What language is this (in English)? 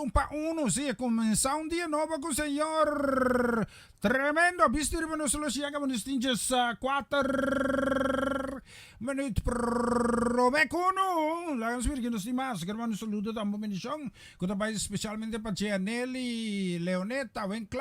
Papiamento